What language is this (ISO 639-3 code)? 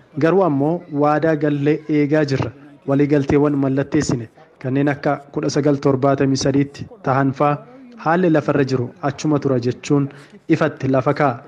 orm